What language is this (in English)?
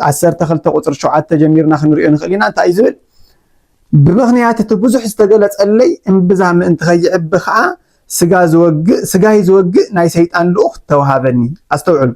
Tigrinya